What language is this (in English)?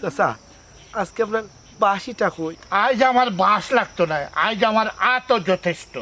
Sylheti